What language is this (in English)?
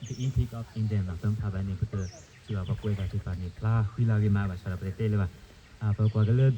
S'gaw Karen